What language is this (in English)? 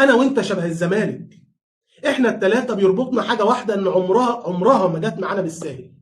Egyptian Arabic